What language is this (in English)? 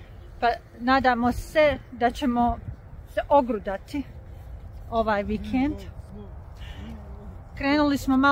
Croatian